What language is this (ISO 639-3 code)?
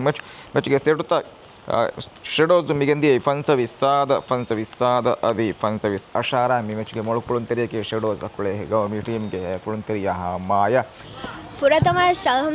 div